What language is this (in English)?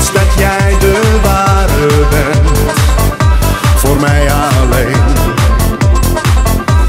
Dutch